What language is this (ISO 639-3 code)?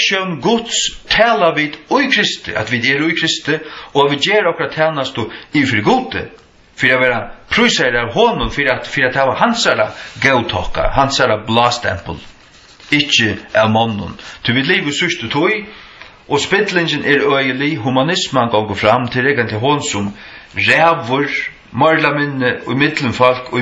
fao